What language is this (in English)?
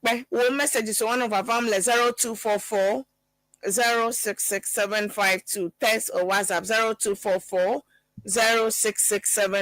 Ewe